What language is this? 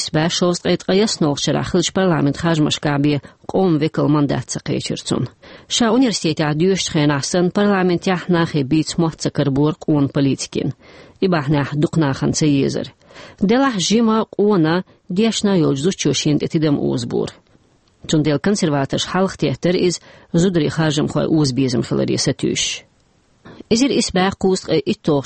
Chechen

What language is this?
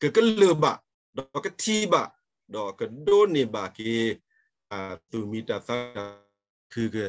S'gaw Karen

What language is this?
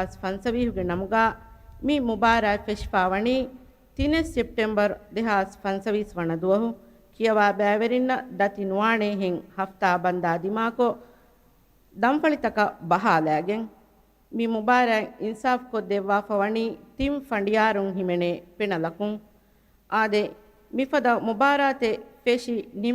Divehi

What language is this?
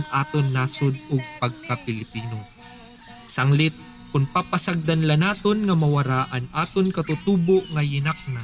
Waray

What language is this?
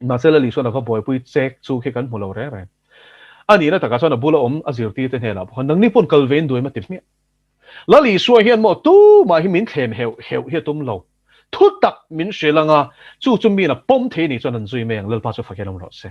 Mizo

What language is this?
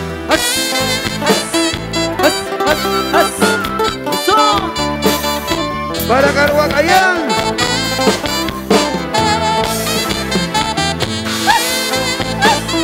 Spanish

